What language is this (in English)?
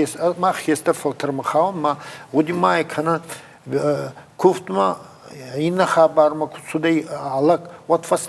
Ossetic